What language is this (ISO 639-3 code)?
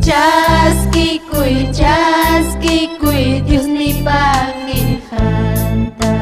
quy